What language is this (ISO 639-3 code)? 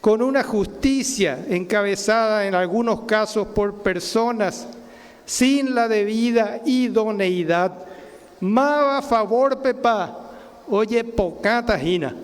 grn